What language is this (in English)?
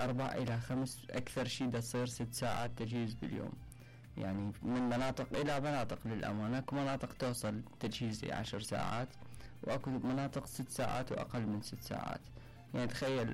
Mesopotamian Arabic